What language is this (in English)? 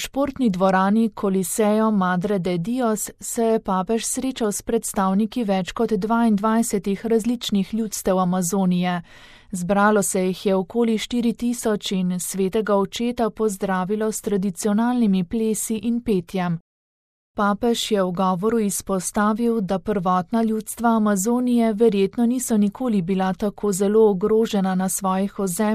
Slovenian